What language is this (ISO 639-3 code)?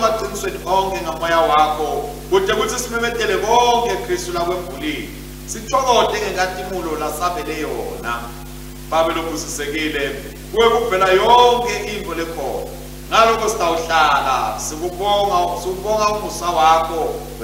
ssw